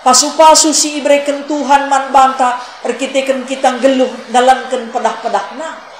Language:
Batak Karo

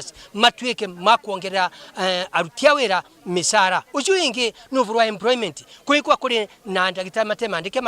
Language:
Meru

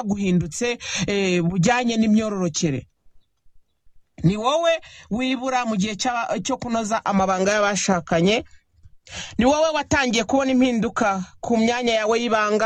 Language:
Kinyarwanda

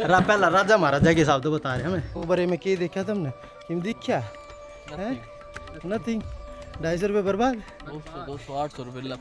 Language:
Haryanvi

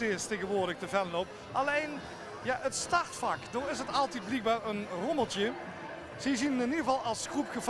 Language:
Limburgish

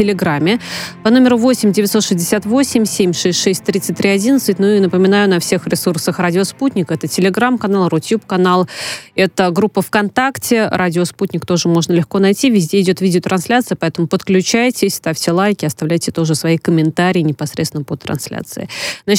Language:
Russian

